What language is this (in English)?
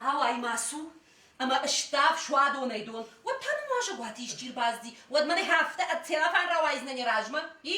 Ossetic